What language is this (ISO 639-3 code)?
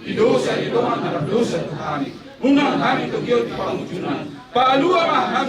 bbc